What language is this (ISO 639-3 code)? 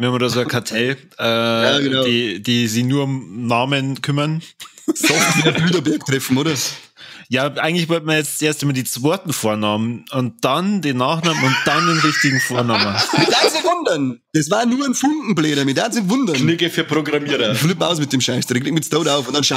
bar